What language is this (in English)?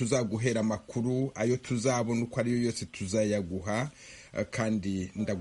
Kinyarwanda